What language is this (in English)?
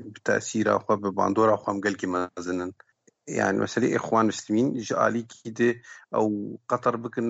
Kurdish